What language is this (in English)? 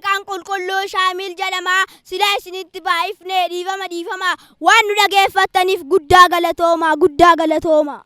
Oromo